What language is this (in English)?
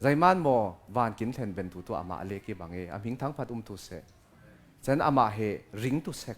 Falam Chin